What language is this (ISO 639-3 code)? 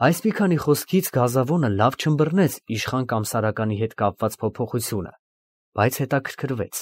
hye